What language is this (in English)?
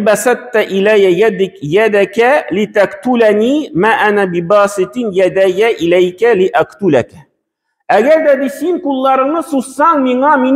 Tatar